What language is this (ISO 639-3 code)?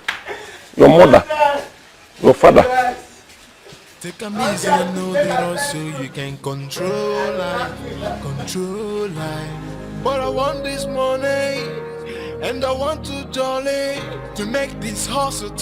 pcm